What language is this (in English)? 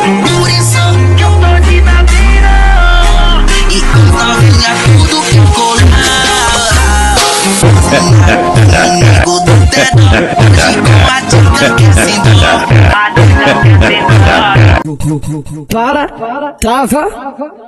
Portuguese